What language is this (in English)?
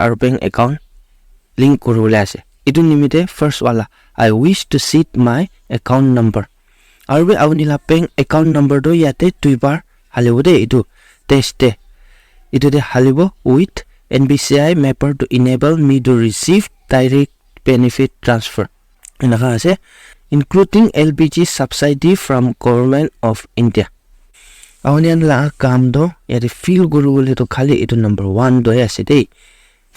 Naga Pidgin